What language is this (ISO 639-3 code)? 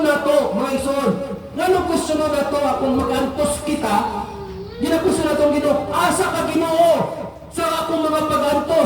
ceb